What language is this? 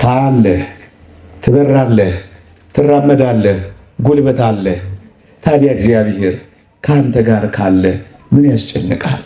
Amharic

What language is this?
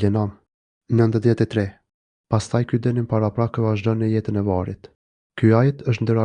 Albanian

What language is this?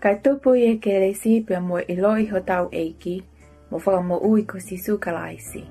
Tongan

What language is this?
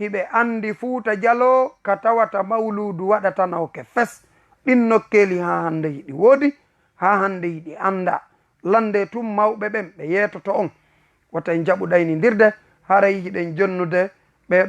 Fula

